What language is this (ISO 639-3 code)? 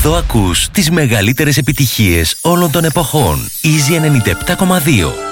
ell